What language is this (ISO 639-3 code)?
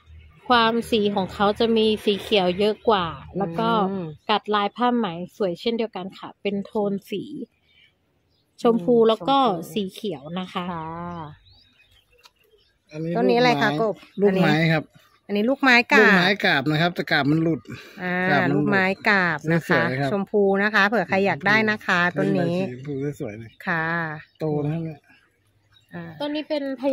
tha